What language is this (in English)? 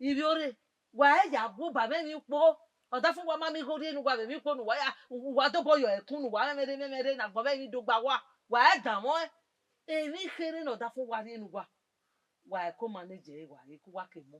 Bini